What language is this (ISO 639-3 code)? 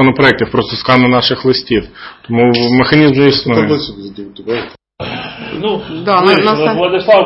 ukr